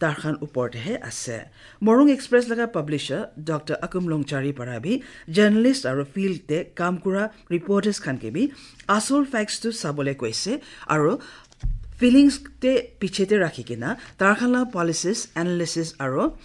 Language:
Kok Borok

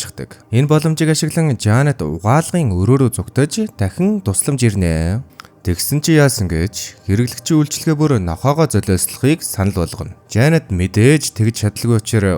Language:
Mongolian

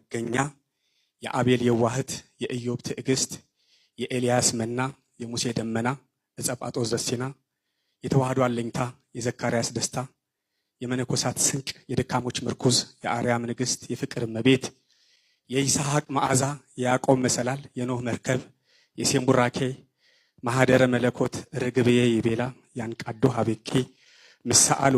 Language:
Amharic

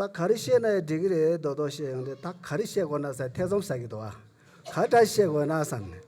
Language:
Tibetan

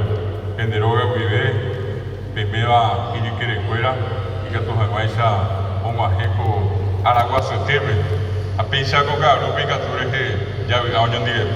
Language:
Guarani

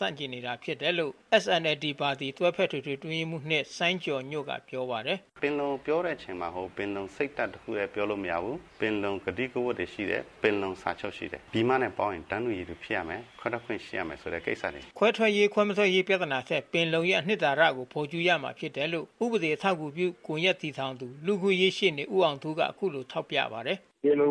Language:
Burmese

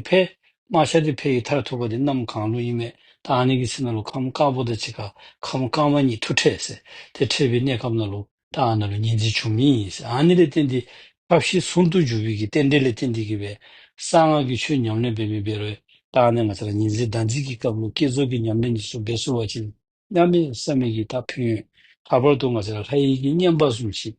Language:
Dzongkha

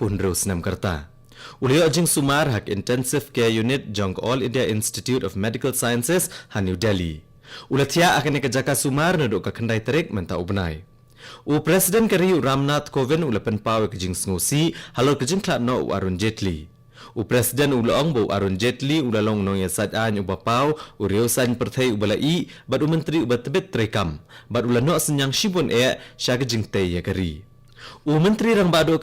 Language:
Khasi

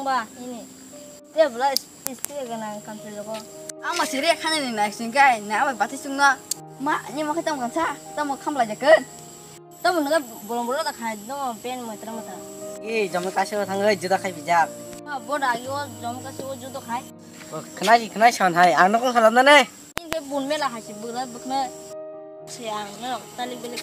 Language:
Kok Borok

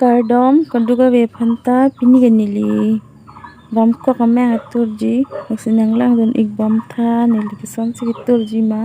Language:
Karbi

